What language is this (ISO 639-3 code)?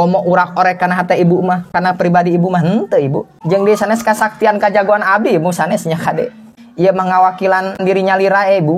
sun